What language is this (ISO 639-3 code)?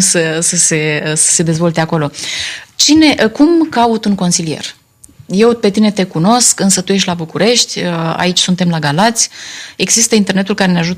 ron